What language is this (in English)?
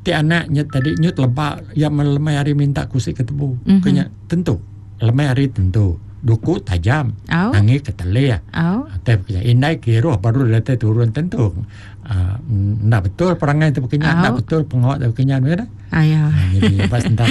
Iban